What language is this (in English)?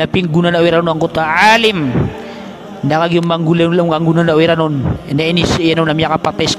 Maranao